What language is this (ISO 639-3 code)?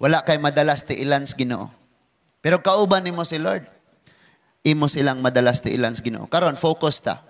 ceb